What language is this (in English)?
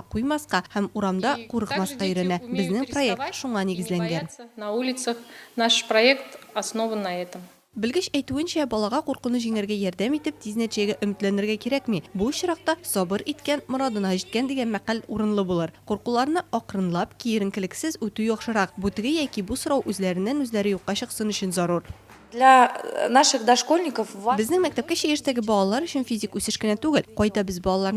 Tatar